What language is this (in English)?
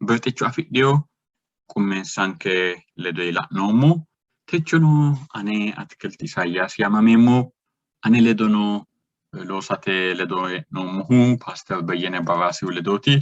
Sidamo